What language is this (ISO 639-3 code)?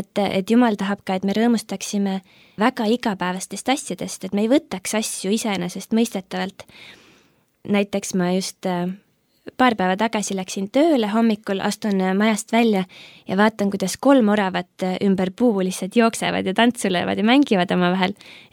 est